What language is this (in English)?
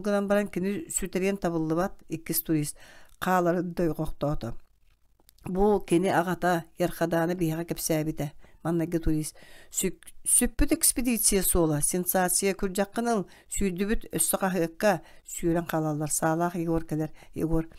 Yakut